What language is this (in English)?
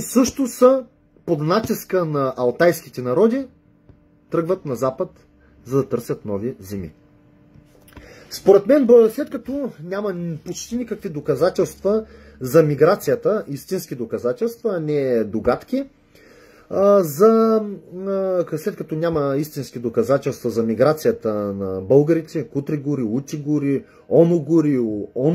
Bulgarian